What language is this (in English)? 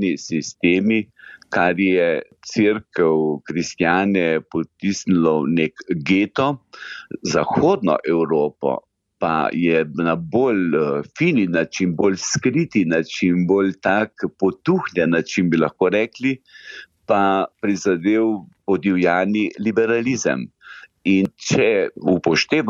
Slovenian